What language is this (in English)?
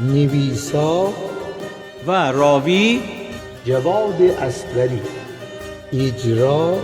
Gilaki